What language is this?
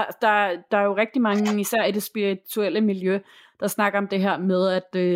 Danish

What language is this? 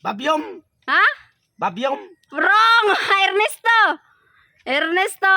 Cebuano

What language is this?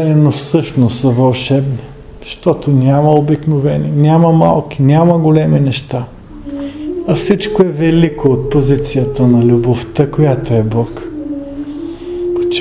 Bulgarian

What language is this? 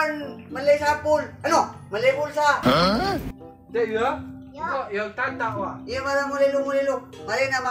Madurese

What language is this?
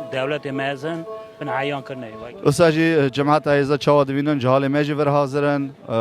Kurdish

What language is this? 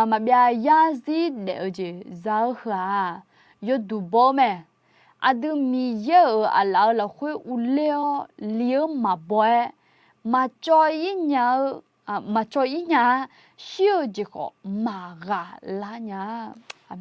Akha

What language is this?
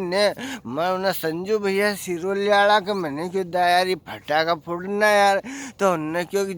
Rajasthani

